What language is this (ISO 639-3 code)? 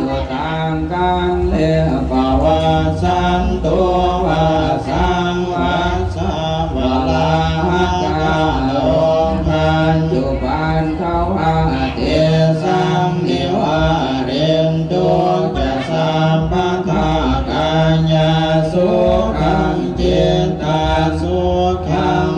pli